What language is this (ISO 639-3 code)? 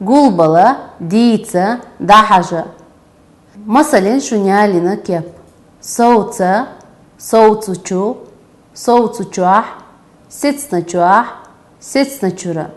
che